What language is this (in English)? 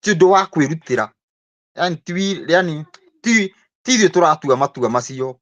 Kikuyu